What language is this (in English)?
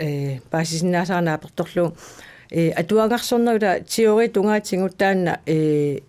Kalaallisut